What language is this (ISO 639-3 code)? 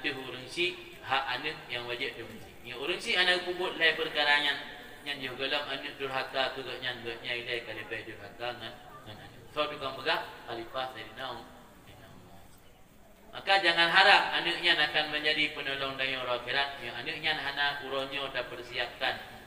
ace